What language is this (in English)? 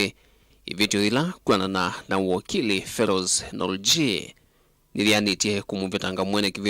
Kamba